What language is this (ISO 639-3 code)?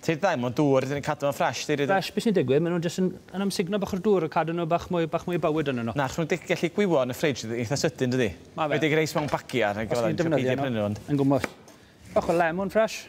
cym